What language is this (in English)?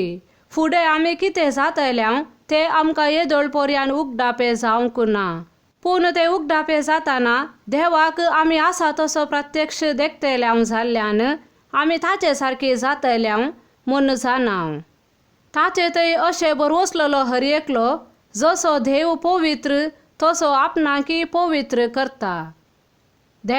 Konkani